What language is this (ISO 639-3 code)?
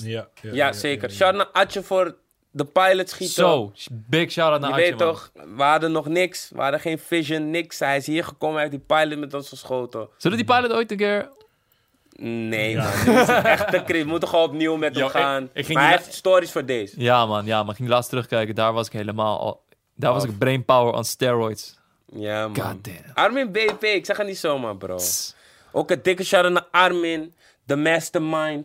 nld